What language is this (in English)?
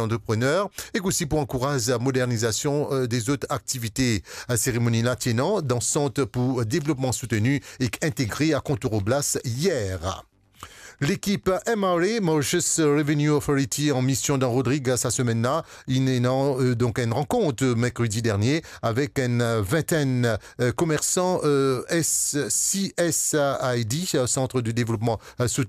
Morisyen